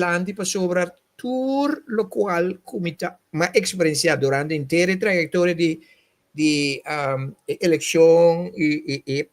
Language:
Papiamento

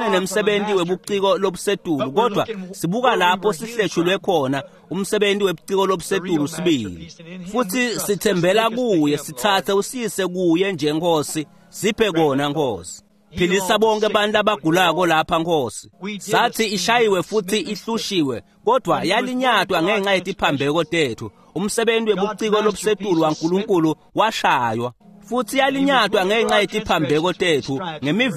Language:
Swati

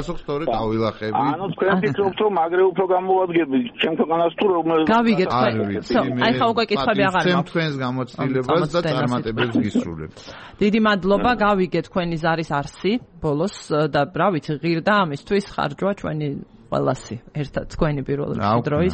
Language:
Georgian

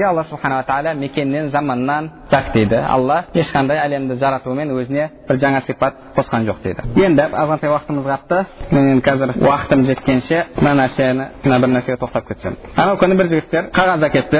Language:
Kazakh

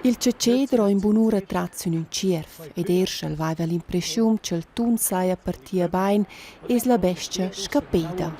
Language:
Romansh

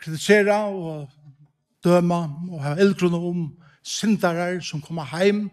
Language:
Faroese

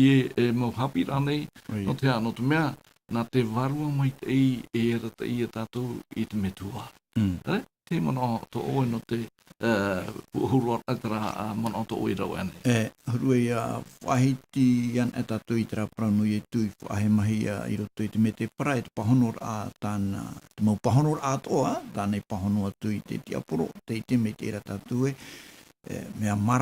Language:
Tahitian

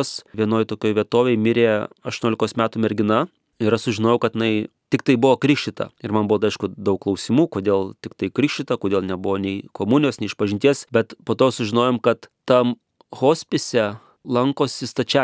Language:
Lithuanian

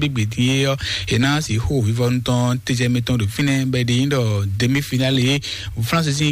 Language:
Fon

